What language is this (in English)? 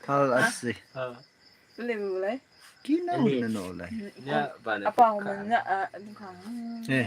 Naga Pidgin